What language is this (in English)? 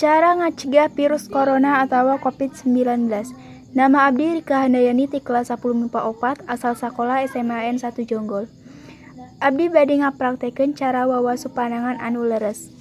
Sundanese